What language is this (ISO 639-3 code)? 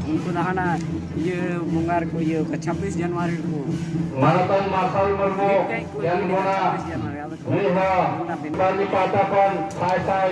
sat